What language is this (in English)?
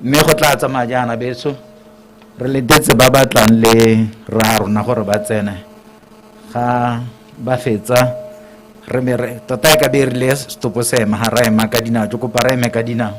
Tswana